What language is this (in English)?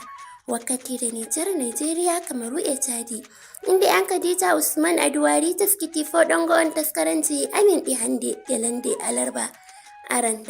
Nigerian Fulfulde